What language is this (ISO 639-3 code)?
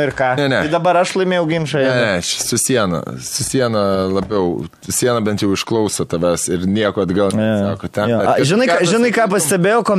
lit